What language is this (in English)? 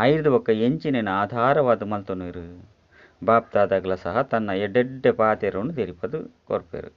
Tulu